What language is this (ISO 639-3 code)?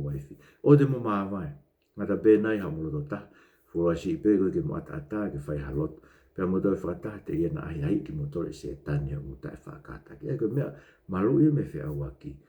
ton